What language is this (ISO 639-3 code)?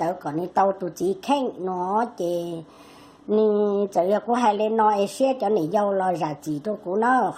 hmn